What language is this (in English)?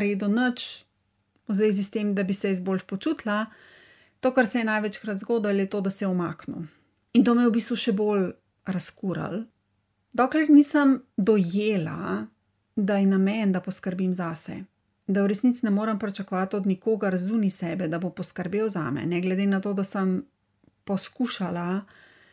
Slovenian